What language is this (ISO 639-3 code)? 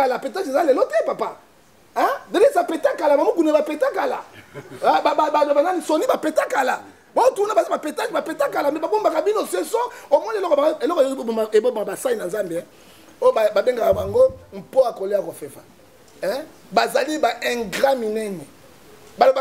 lin